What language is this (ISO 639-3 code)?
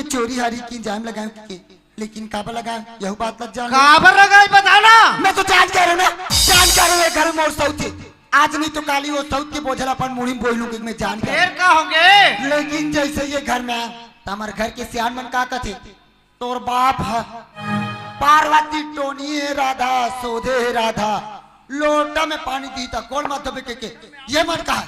hne